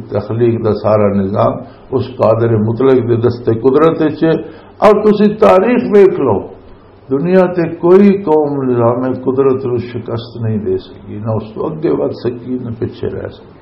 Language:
Western Panjabi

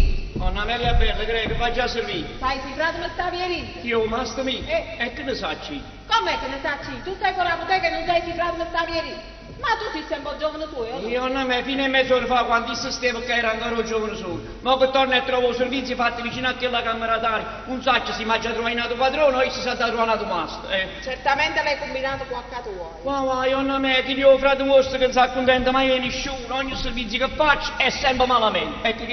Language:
Neapolitan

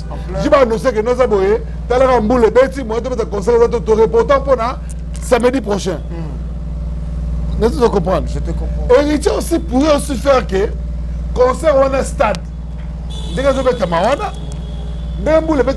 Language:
Lingala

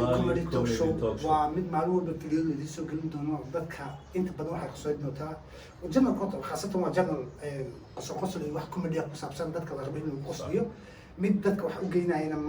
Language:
Somali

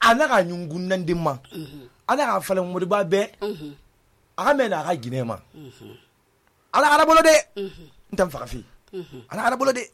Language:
Susu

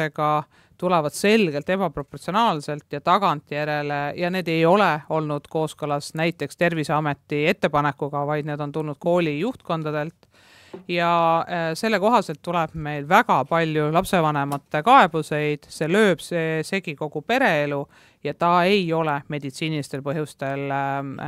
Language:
Estonian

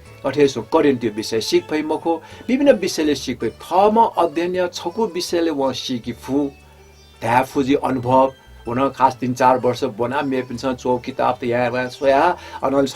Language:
Newari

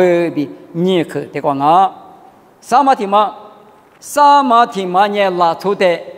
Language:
Lisu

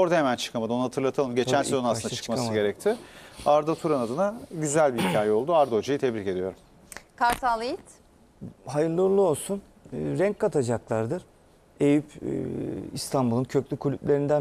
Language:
Turkish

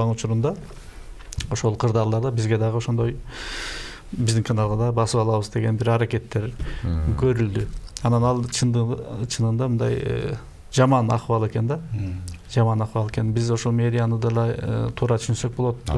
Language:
Kyrgyz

